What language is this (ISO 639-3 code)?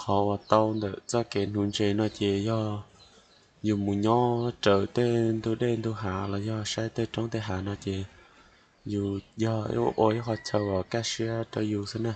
hmn